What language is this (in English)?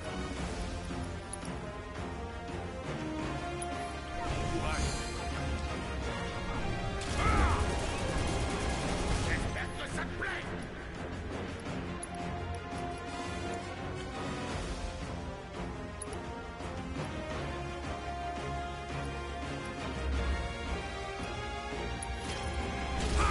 French